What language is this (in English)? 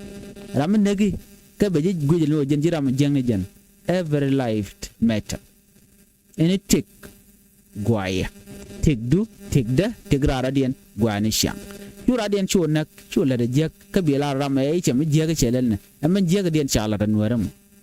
Nuer